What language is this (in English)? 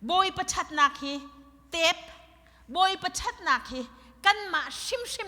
Hakha Chin